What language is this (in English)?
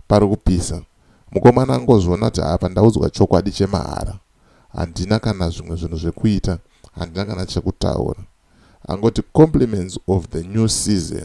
Shona